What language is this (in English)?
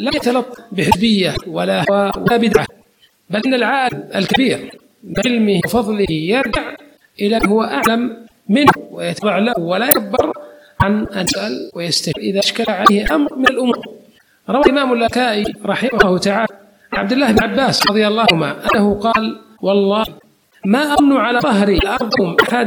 Arabic